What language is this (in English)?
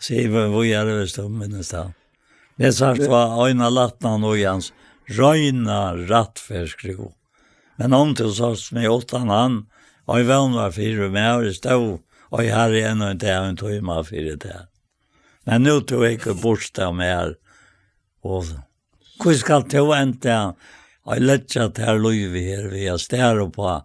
Faroese